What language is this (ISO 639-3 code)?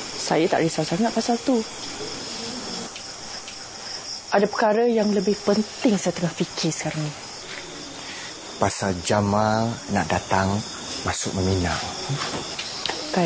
msa